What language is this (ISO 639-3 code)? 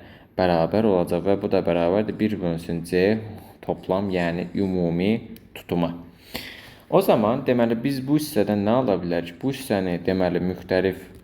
aze